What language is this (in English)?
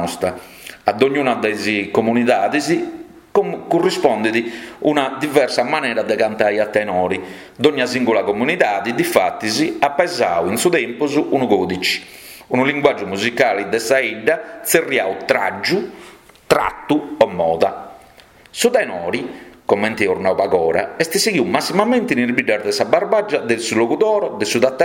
Sardinian